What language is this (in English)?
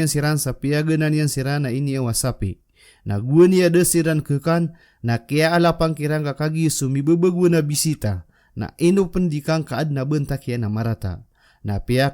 Maranao